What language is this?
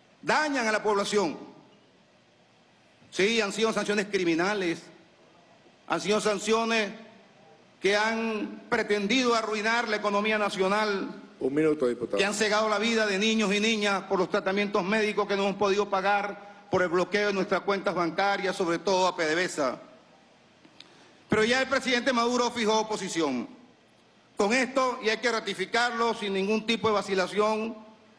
Spanish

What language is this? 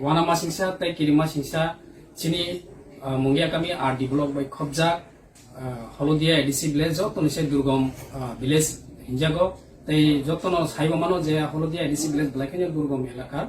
Kok Borok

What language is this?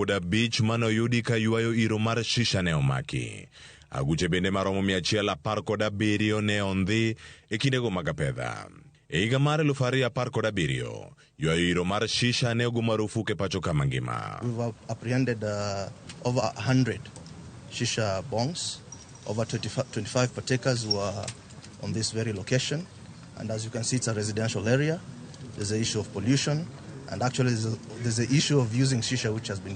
Luo (Kenya and Tanzania)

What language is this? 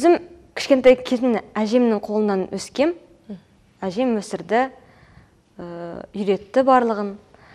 Kazakh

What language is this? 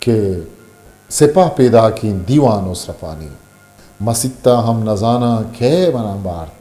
Eastern Balochi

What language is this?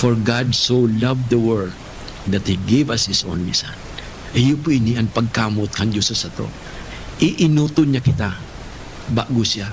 Bikol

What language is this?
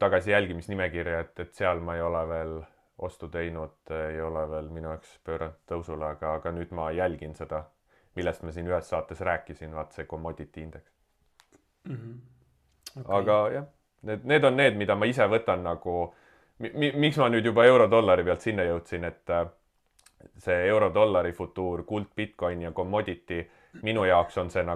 Estonian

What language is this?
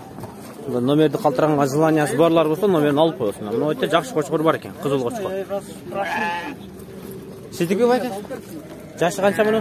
Kyrgyz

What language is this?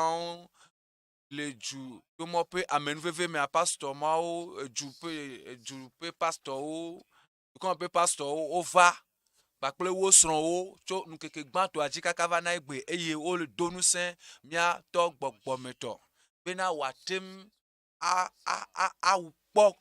Ewe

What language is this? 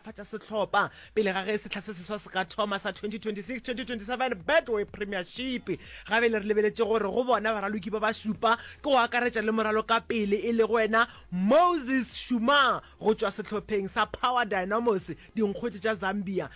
Northern Sotho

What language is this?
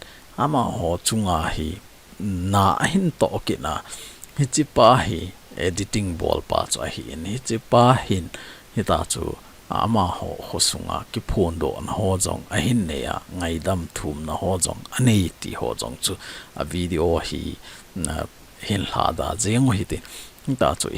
Thado Chin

